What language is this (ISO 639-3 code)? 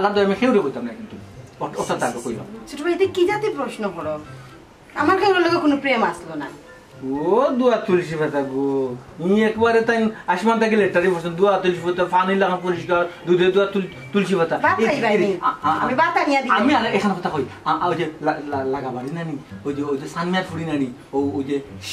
syl